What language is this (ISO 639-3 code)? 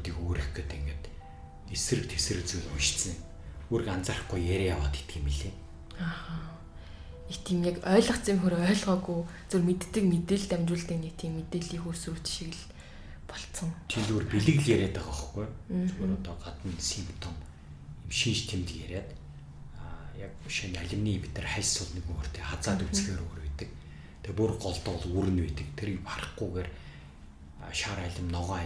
mon